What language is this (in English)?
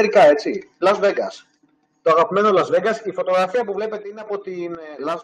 Greek